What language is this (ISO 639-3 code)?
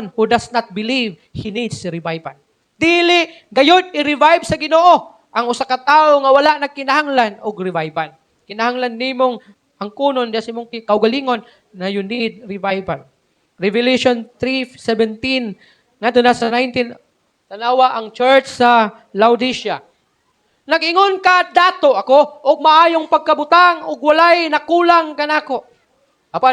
ceb